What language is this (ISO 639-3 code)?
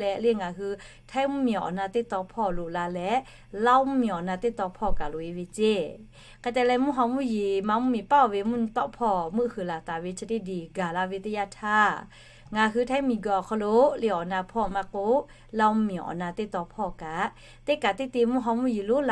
lhu